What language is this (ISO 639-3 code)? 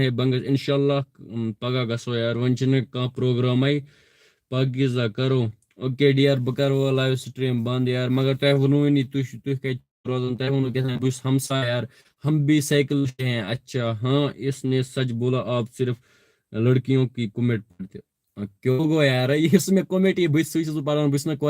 kas